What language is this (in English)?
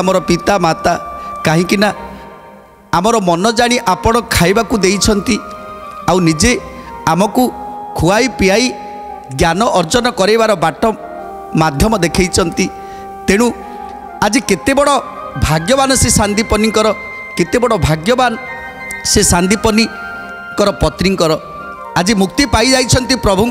Odia